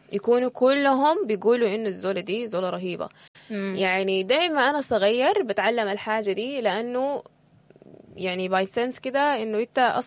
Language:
Sudanese Arabic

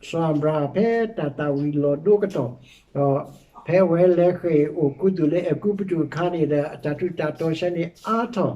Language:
S'gaw Karen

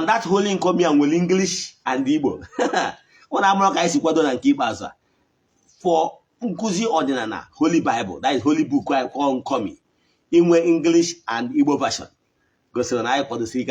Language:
Igbo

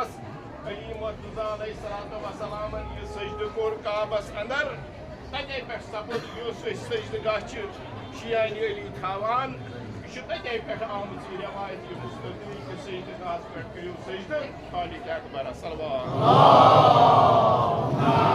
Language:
Kashmiri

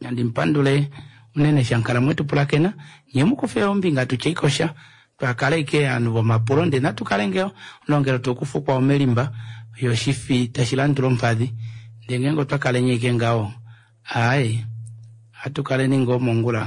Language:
Kuanyama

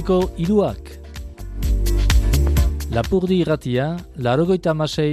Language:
Basque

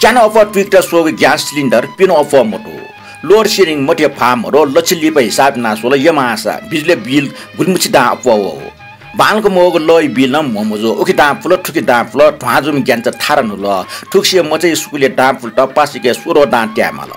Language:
Newari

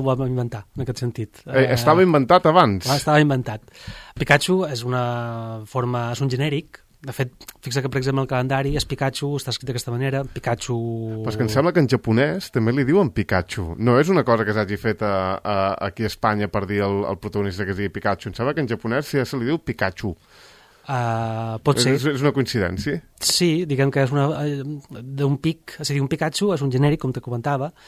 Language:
Catalan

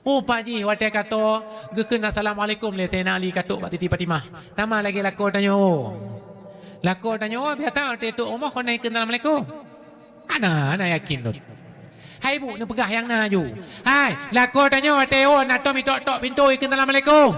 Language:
Achinese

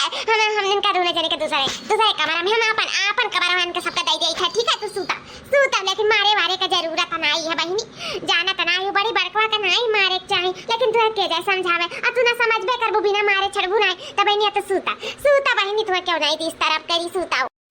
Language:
Awadhi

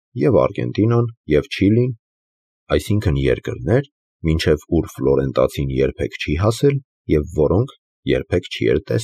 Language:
Armenian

